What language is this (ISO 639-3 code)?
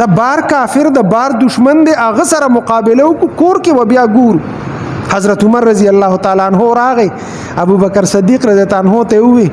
pus